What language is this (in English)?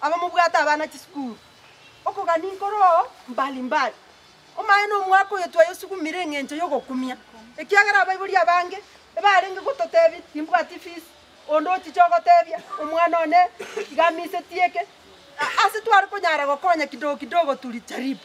Gusii